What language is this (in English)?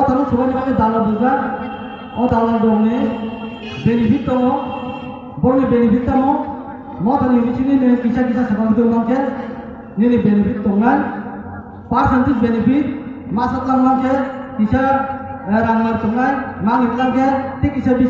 Kok Borok